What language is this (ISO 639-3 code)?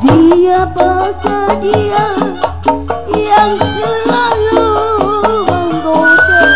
bew